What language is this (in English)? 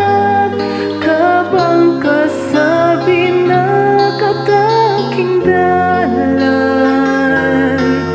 Pampanga